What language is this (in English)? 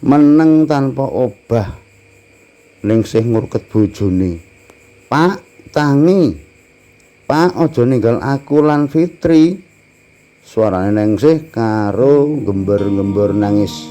Javanese